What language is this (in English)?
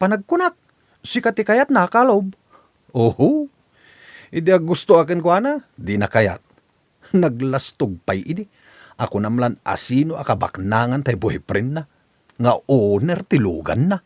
Iloko